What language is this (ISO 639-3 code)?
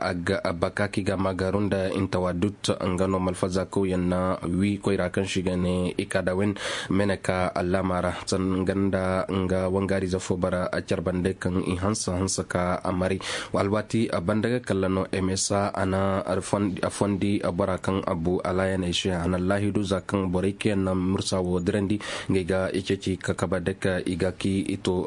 dje